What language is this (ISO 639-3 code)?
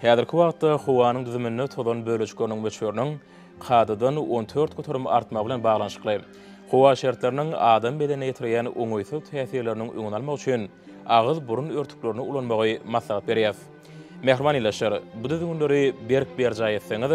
tuk